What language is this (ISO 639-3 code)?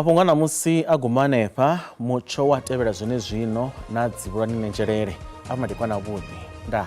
ven